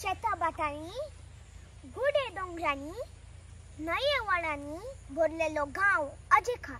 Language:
Konkani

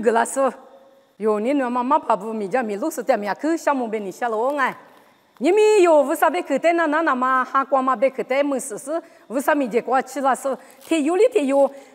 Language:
Lisu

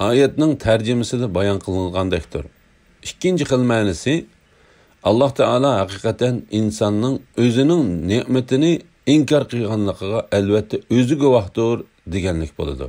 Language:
Uyghur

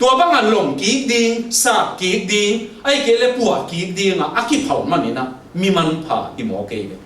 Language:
Tedim Chin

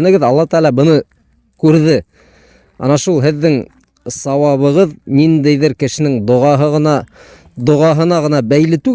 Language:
Bashkir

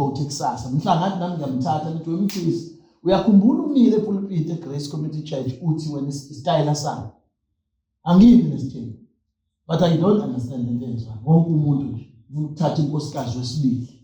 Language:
Zulu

